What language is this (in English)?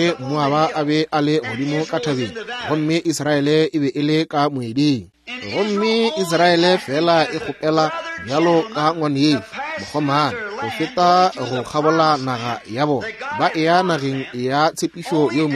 Northern Sotho